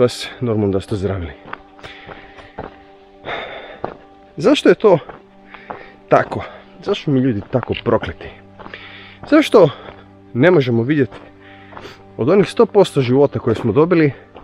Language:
Croatian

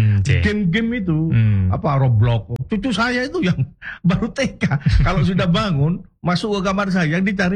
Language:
Indonesian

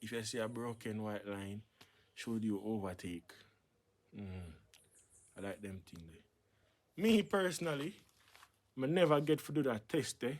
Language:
Jamaican Creole English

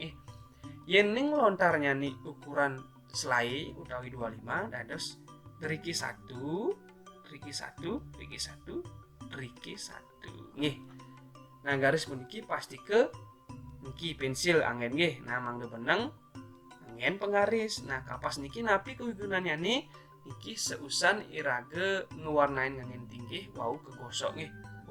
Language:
Balinese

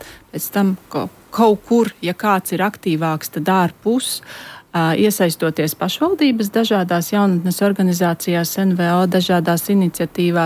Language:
Latvian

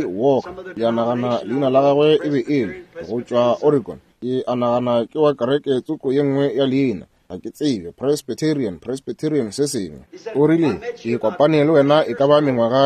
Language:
Northern Sotho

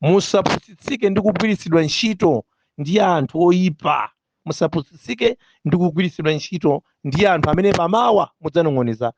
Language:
Nyanja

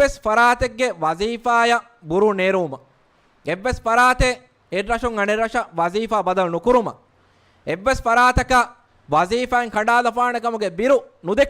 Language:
Divehi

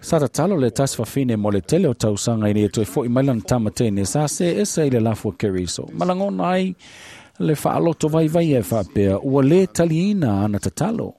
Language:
Samoan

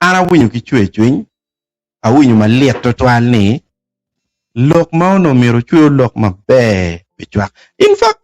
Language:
Acoli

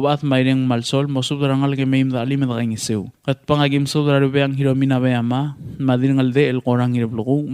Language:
Palauan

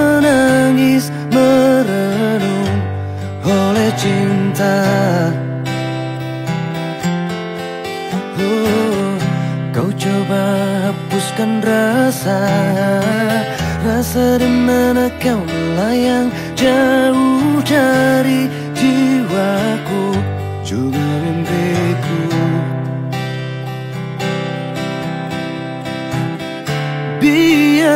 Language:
Indonesian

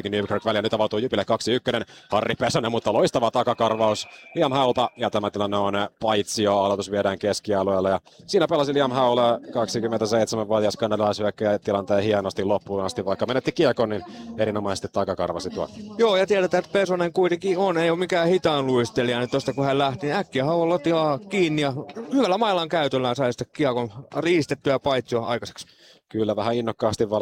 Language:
Finnish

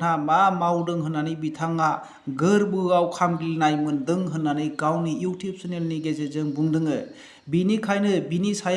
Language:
Bodo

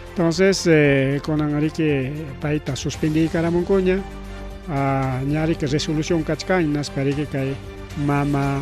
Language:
Ayacucho Quechua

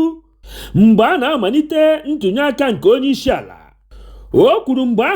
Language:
Igbo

